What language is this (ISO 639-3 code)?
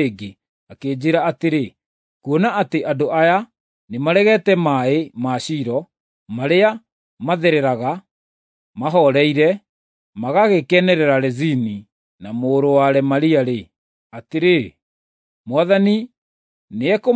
kik